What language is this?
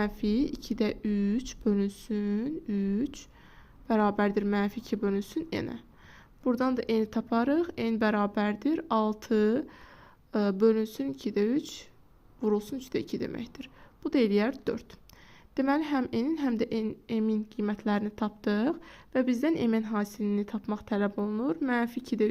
Azerbaijani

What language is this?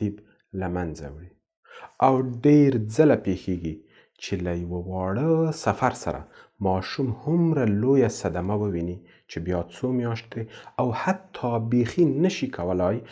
Pashto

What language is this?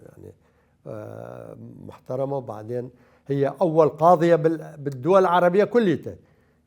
Mesopotamian Arabic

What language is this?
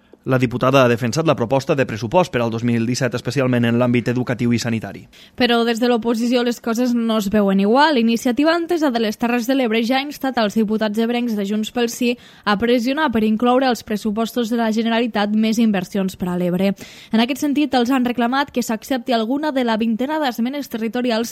Catalan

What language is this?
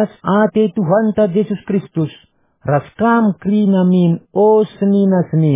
Batak Karo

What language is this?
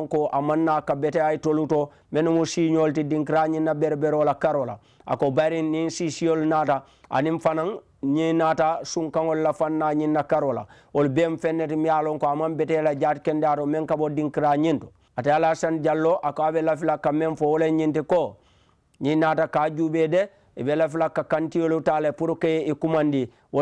Mandingo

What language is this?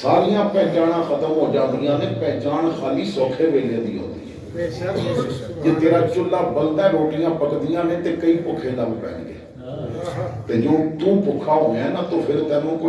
Western Panjabi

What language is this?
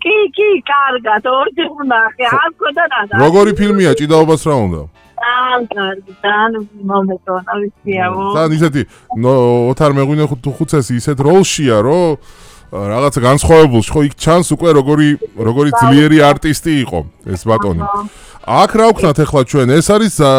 Georgian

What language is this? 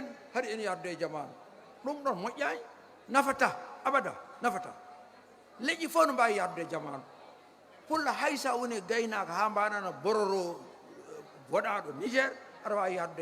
Fula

